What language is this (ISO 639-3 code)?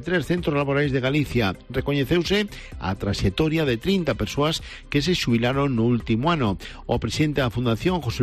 glg